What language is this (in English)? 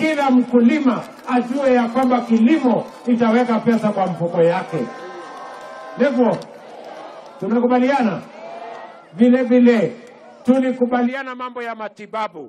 Swahili